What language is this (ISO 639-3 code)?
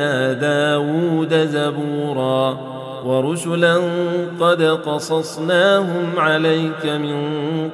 ara